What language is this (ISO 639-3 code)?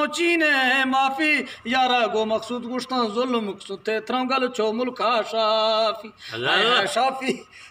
bgp